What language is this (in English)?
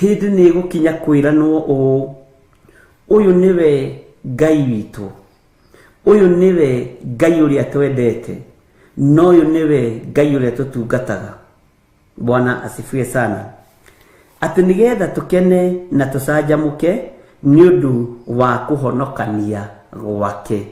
Kikuyu